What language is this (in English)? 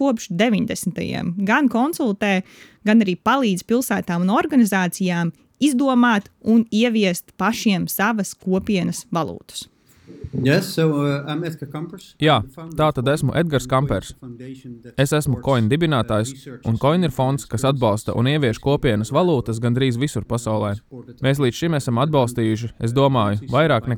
Latvian